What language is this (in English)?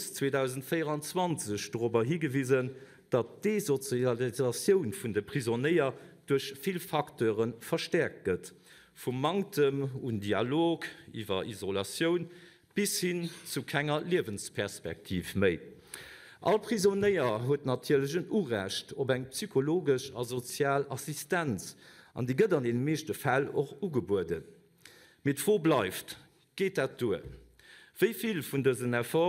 Luxembourgish